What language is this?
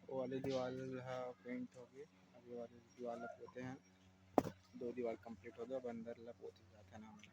Chhattisgarhi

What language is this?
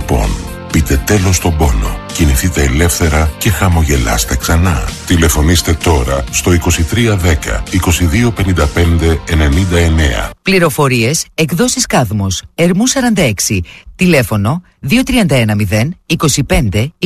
Greek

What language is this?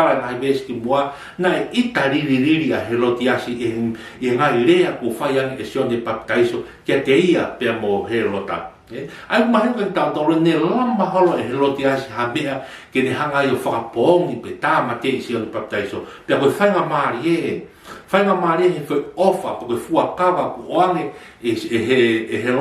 Tongan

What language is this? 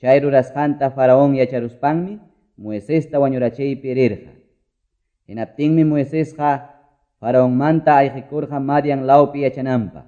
Quechua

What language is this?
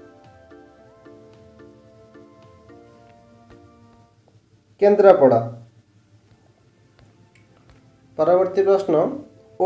Odia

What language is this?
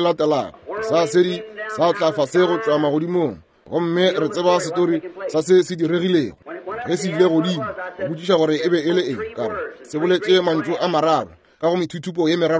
Northern Sotho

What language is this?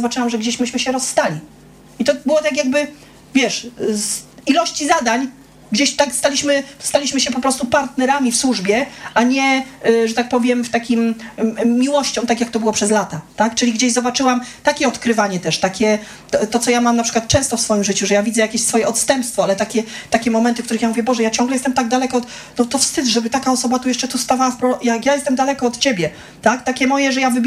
Polish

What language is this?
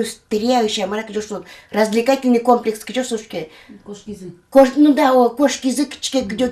Udmurt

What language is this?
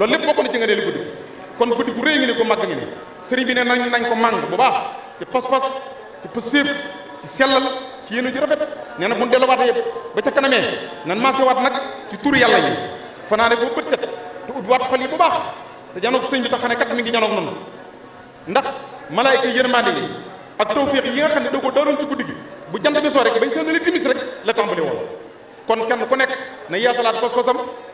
Wolof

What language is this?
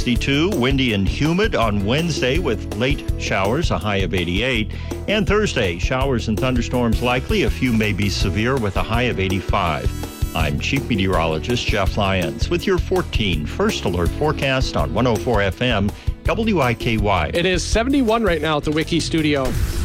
English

